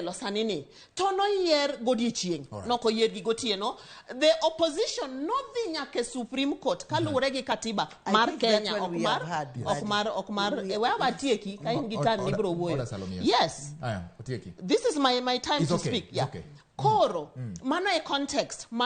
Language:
Luo (Kenya and Tanzania)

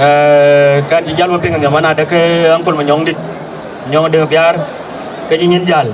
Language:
Dinka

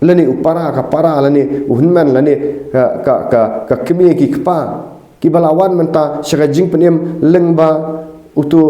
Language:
Khasi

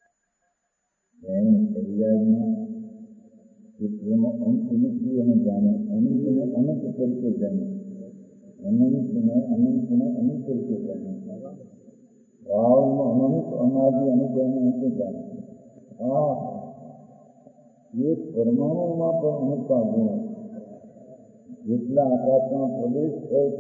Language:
Gujarati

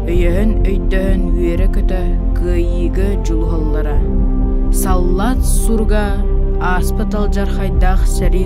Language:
Yakut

